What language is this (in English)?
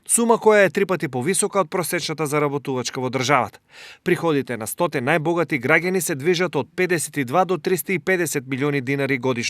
Macedonian